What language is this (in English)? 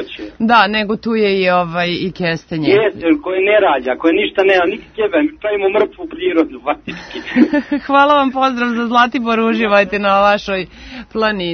Serbian